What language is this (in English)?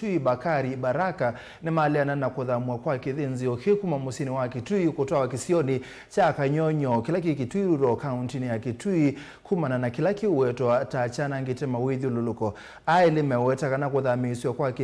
Kamba